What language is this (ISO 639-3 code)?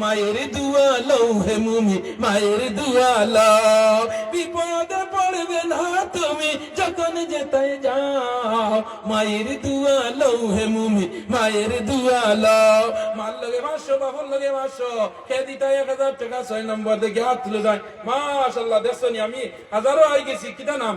syl